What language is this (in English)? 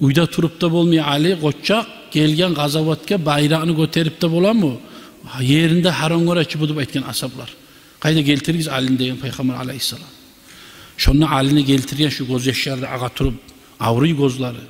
Kumyk